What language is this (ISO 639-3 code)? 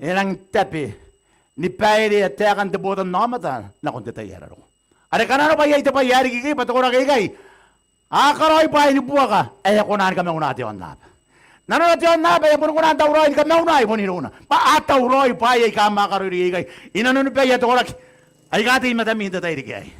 gil